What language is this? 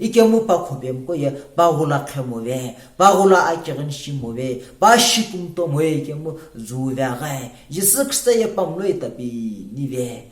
Sumi Naga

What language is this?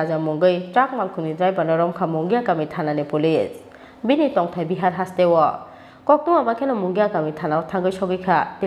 Kok Borok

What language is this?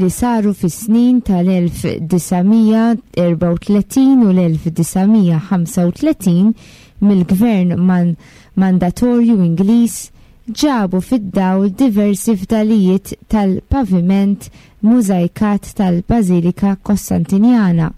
Maltese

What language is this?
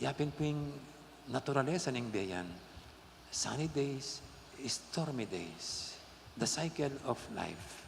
Pampanga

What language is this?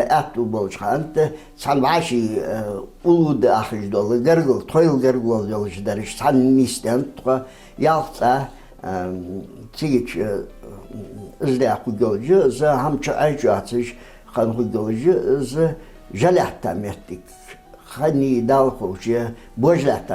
Ingush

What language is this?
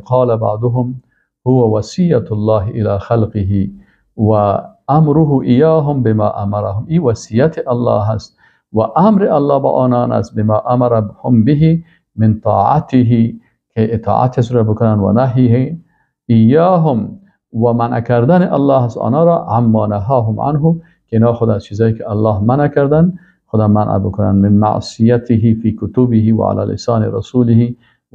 Persian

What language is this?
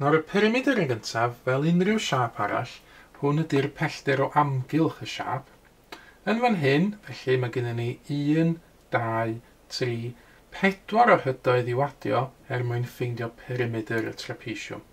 Welsh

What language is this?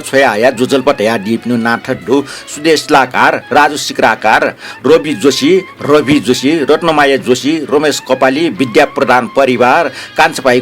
Newari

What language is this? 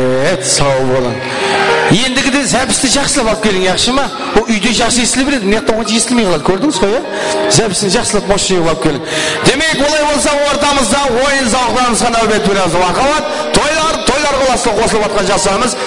Kara-Kalpak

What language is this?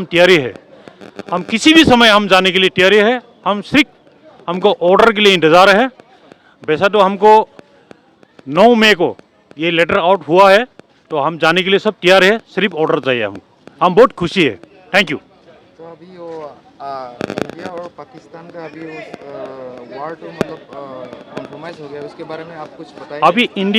Karbi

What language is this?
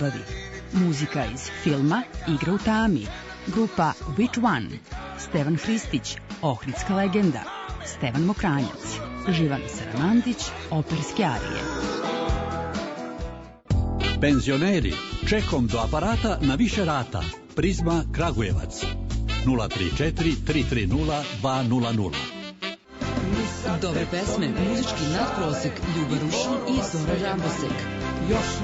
Serbian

